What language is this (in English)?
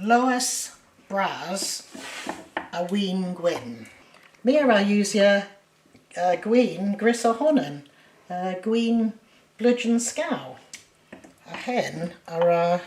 Cornish